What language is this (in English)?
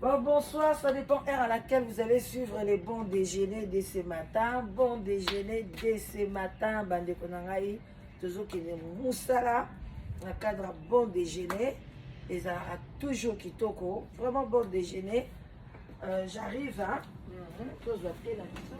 Lingala